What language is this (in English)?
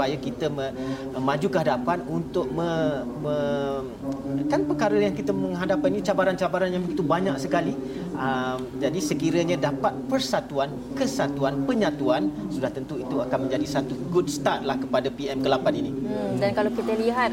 Malay